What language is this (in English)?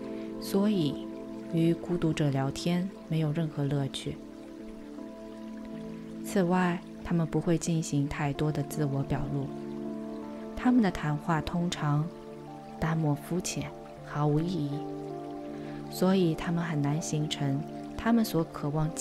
Chinese